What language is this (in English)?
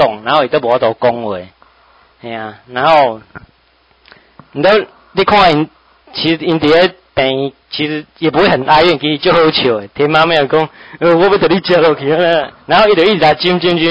Min Nan Chinese